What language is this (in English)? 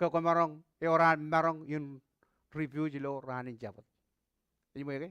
Marshallese